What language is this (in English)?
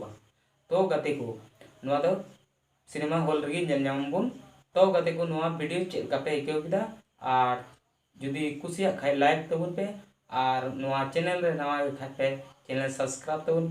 Santali